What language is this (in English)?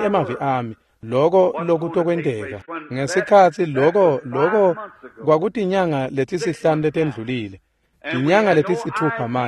Swati